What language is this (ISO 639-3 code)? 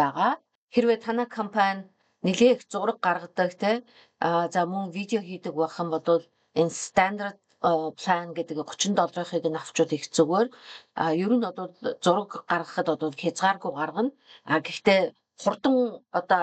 mon